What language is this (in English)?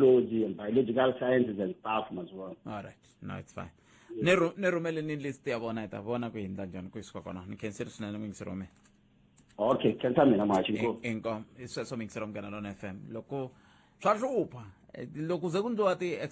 Tsonga